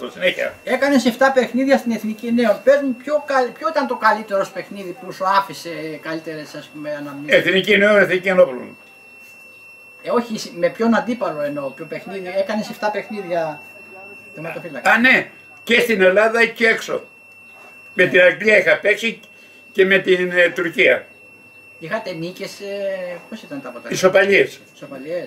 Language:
Greek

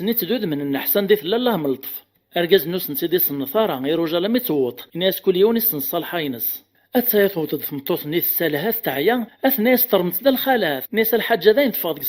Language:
Kabyle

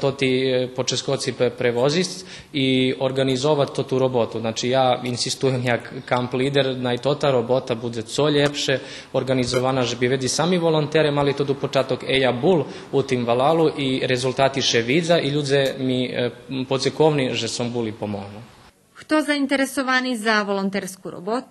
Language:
Rusyn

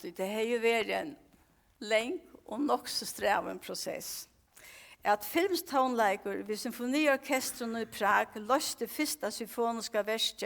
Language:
Faroese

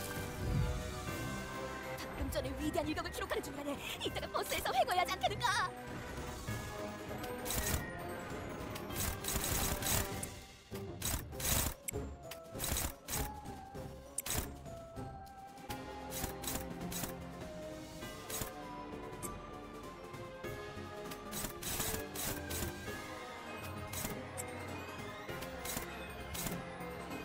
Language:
Korean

